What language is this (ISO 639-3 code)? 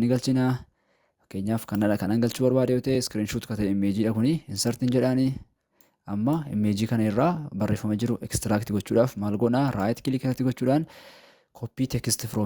orm